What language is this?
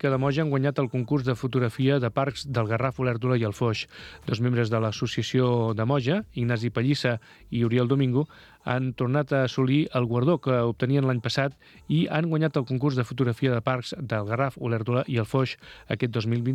Catalan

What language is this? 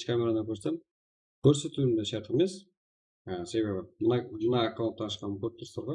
Kara-Kalpak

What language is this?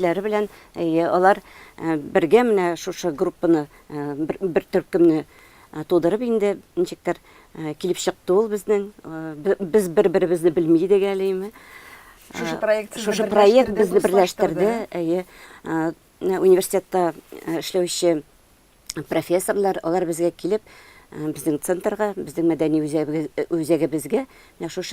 Tatar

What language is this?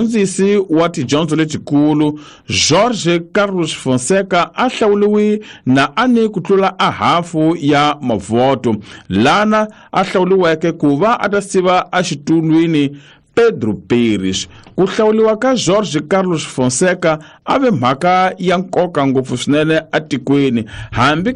Tsonga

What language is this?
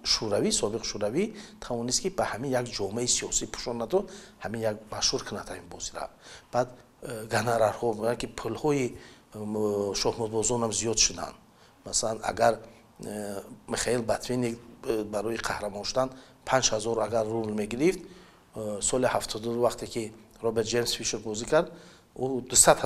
Tajik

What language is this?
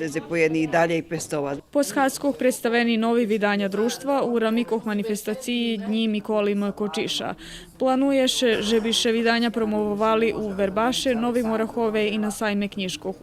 Rusyn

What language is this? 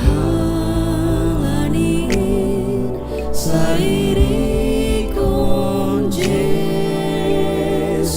Batak Simalungun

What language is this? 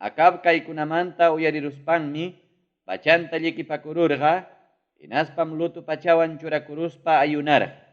Ayacucho Quechua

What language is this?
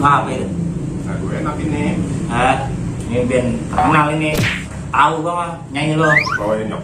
Betawi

